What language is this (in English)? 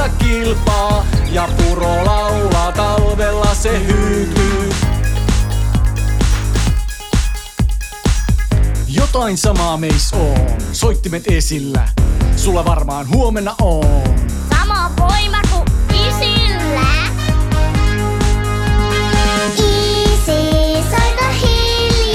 Finnish